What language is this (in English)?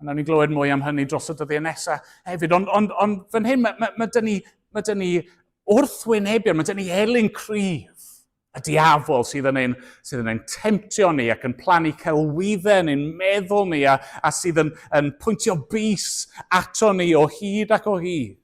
Welsh